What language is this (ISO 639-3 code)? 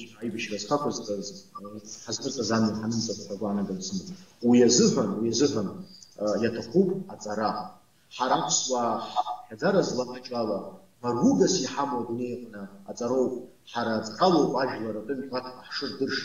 abk